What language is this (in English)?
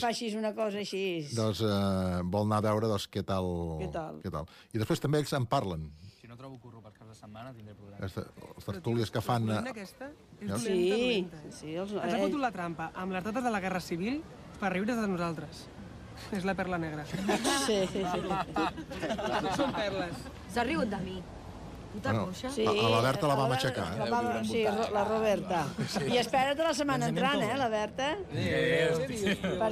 Catalan